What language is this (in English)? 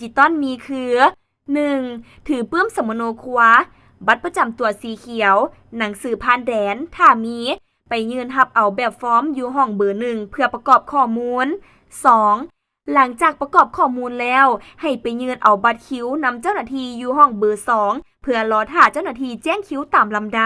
Lao